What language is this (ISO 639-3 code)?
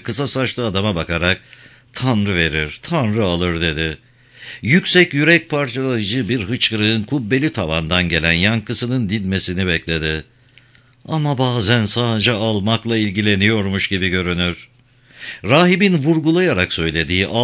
tur